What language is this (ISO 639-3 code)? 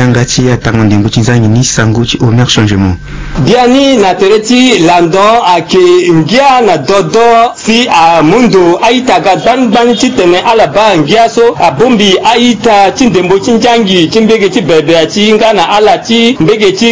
sag